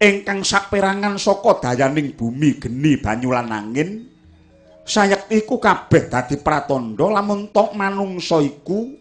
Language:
Javanese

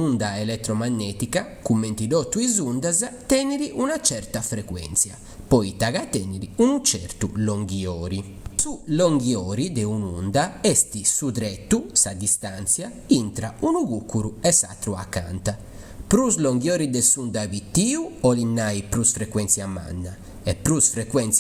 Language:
Sardinian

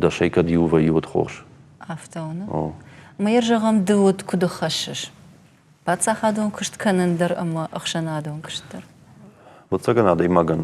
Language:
Ossetic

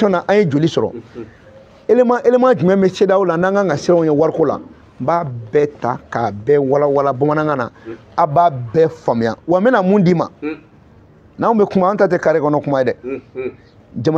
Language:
Bambara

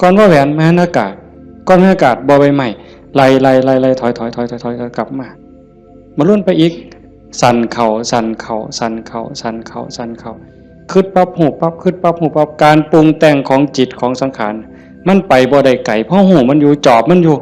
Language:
Northeastern Thai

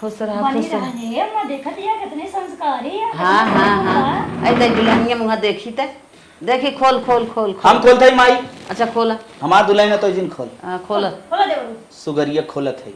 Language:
Awadhi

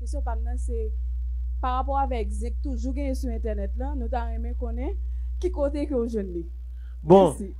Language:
Haitian Creole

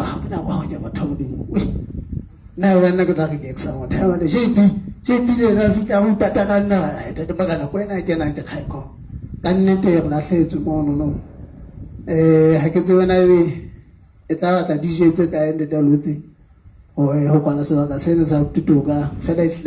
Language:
Southern Sotho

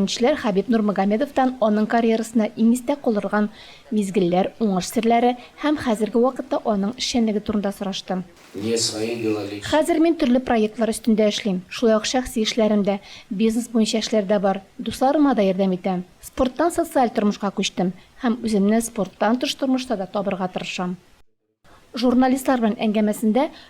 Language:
Tatar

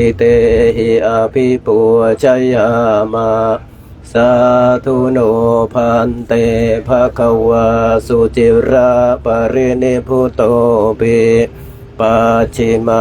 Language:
Pali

